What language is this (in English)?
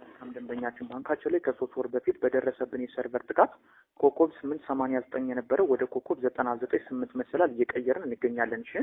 Amharic